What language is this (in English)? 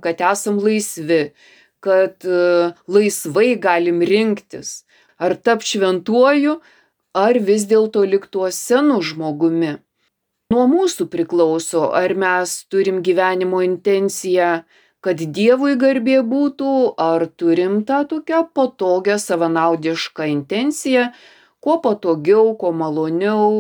Lithuanian